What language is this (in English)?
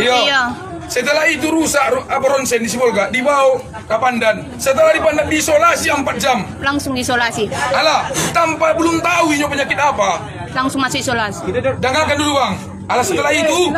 Minangkabau